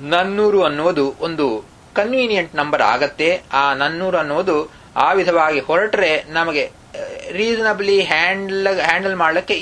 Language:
Kannada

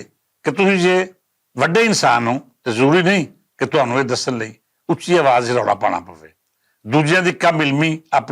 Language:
Western Panjabi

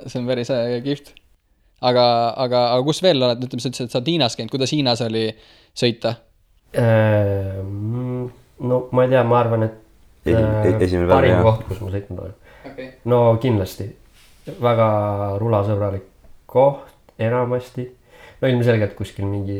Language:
Estonian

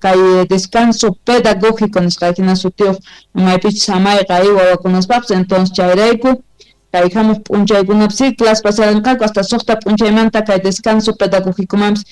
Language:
Quechua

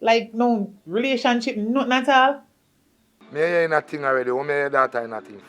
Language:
Jamaican Creole English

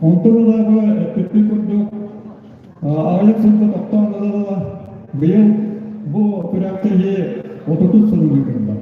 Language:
Yakut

